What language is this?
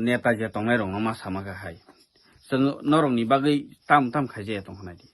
Kok Borok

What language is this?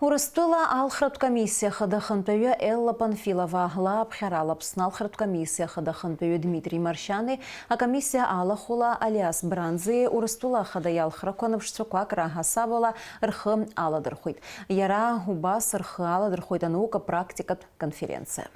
Abkhazian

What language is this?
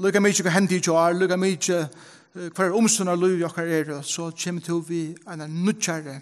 Faroese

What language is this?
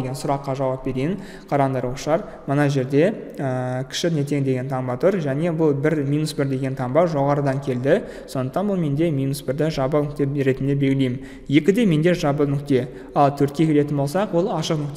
Kazakh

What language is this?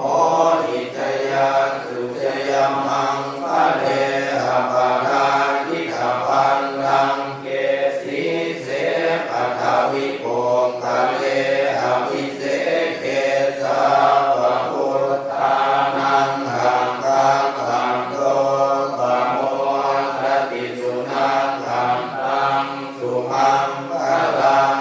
Pali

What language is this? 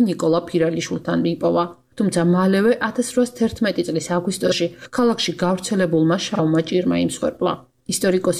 Georgian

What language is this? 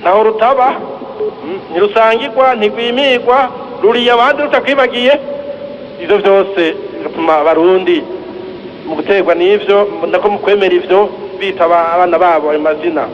Rundi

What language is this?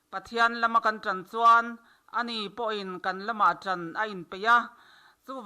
Mizo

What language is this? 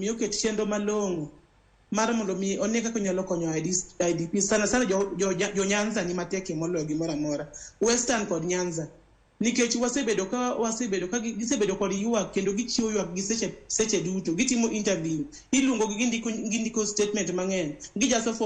Luo (Kenya and Tanzania)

